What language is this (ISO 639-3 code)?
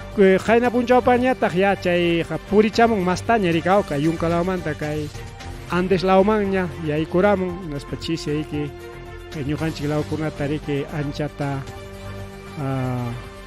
quy